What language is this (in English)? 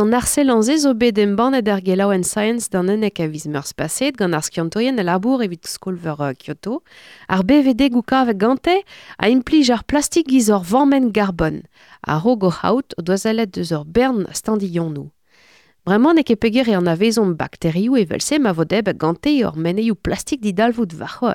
Breton